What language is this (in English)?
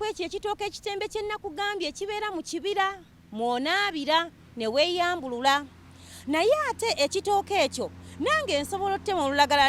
Ganda